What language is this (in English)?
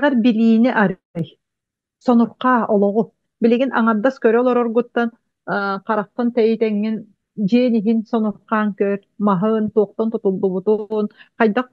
Yakut